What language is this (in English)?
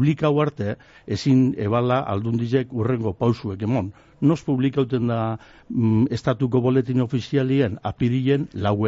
Basque